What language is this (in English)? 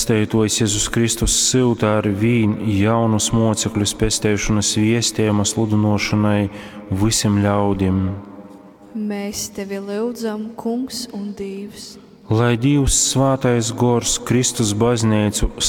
Latgalian